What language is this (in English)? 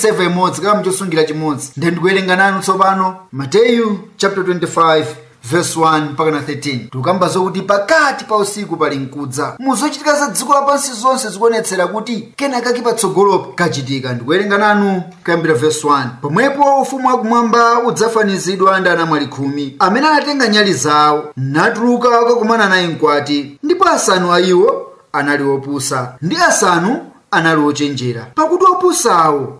Nyanja